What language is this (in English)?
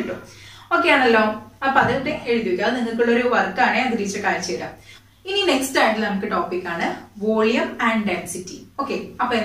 Malayalam